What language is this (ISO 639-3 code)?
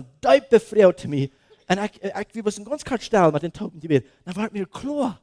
pdt